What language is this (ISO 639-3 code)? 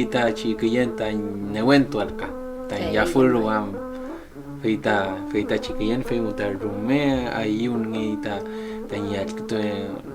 arn